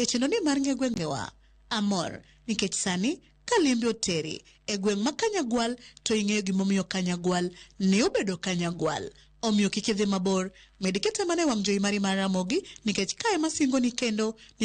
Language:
Luo (Kenya and Tanzania)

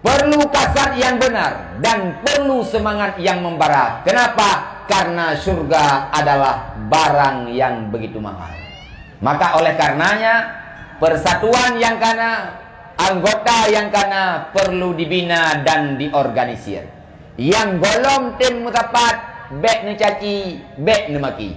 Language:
Achinese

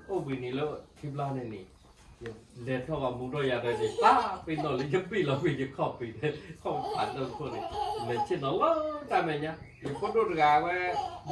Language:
S'gaw Karen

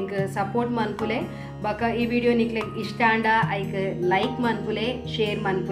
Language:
Tulu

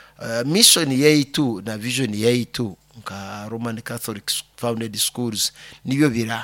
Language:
Nyoro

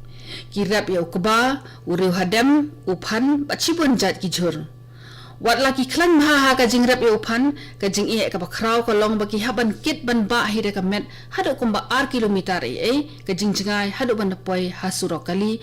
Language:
Khasi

